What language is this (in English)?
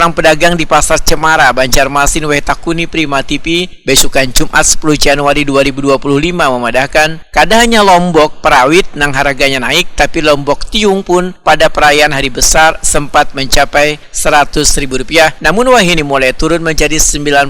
Banjar